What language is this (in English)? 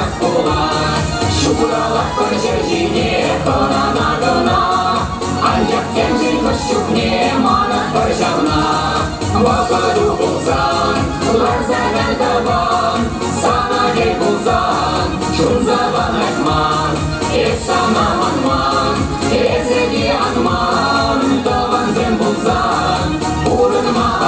Chuvash